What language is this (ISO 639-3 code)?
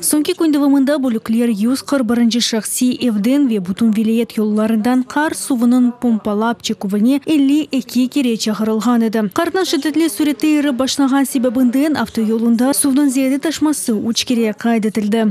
crh